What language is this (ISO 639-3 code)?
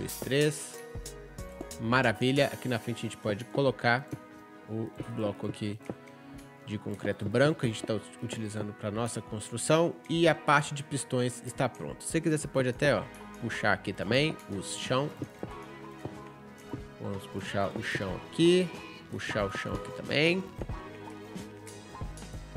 por